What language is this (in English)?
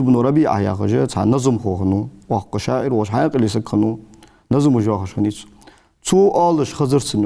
Ingush